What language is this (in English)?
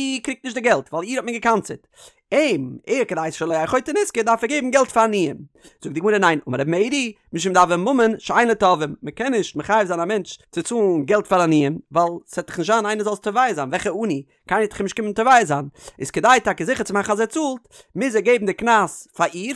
Yiddish